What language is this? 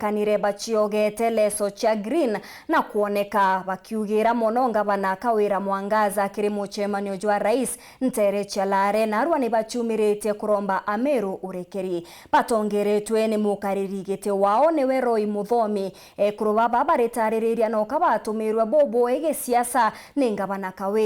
Meru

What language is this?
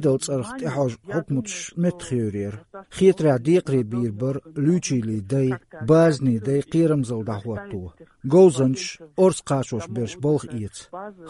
Chechen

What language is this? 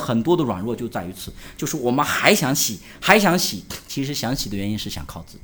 Chinese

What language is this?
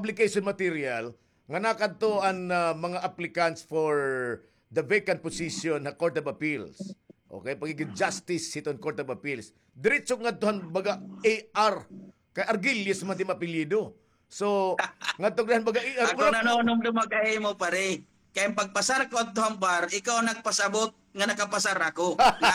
Waray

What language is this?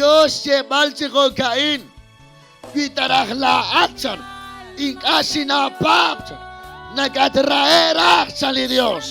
Kekchí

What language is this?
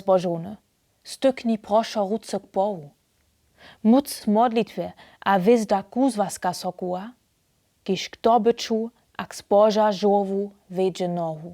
Upper Sorbian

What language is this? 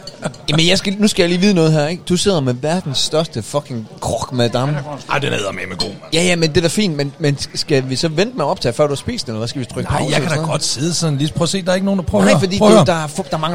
Danish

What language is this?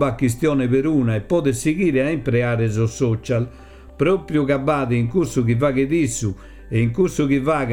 Sardinian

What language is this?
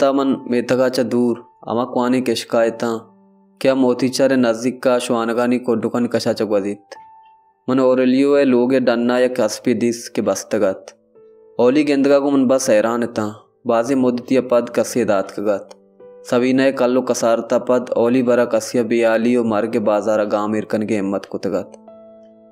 Baluchi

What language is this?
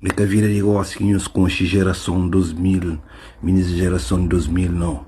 Kabuverdianu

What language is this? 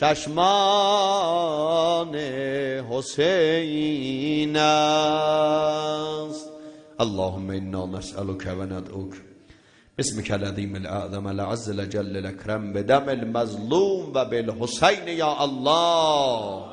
South Azerbaijani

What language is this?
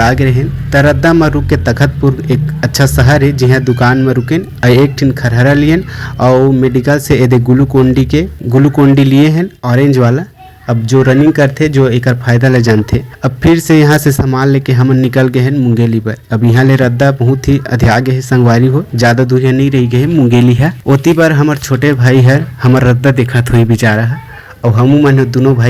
Chhattisgarhi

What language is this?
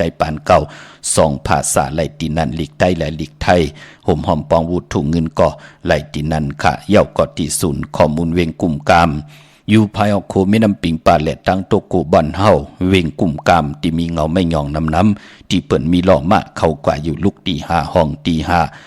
Shan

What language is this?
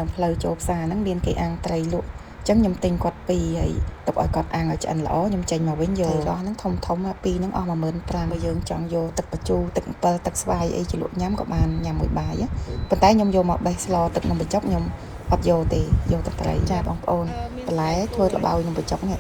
Khmer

